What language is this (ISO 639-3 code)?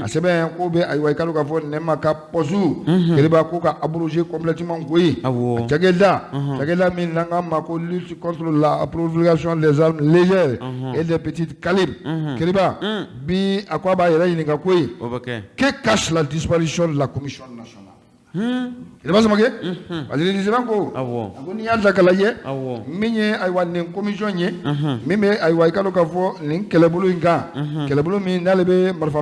bam